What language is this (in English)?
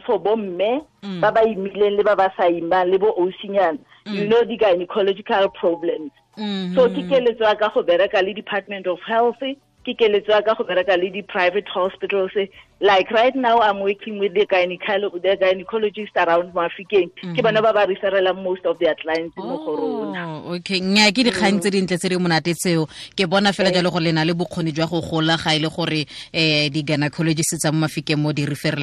Tswana